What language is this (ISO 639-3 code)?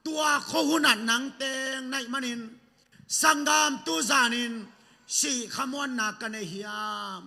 ctd